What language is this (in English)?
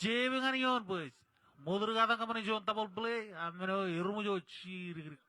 Marshallese